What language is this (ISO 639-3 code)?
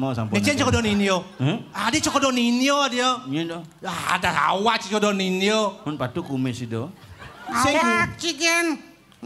ban